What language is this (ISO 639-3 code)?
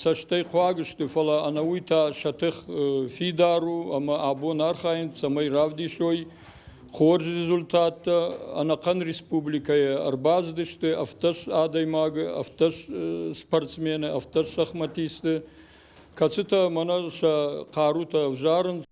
oss